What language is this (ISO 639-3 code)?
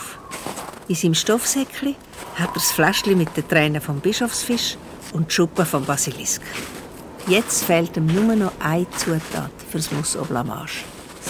gsw